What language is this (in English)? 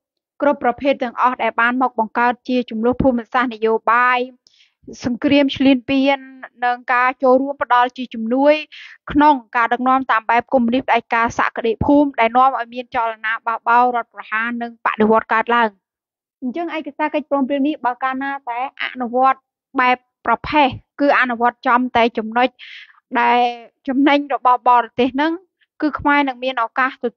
Khmer